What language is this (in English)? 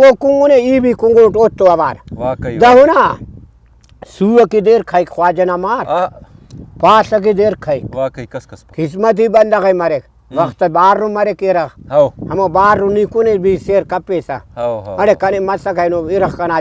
Brahui